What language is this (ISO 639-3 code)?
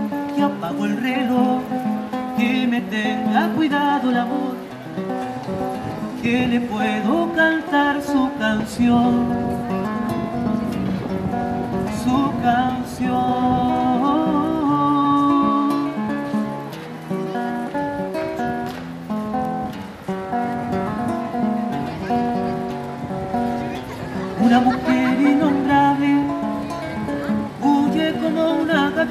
spa